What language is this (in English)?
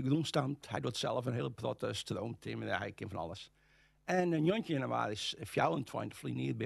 Western Frisian